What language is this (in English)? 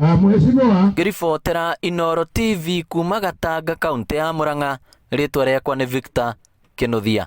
Kikuyu